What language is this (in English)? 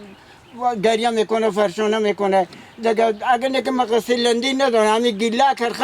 Persian